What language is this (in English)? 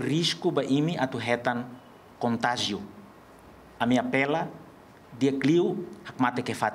Tetum